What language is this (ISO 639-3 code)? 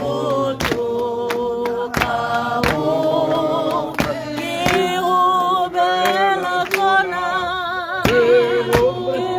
tsn